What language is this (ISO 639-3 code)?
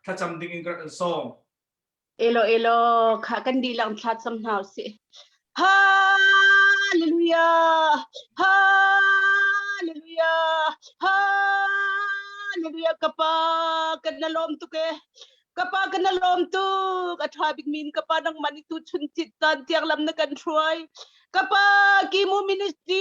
cnh